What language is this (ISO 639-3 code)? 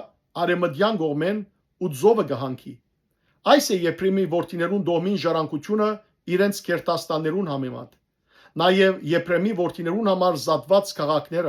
hyw